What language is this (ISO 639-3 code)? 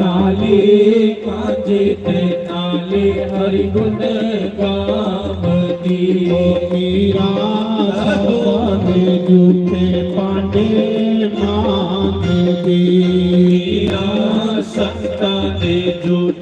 doi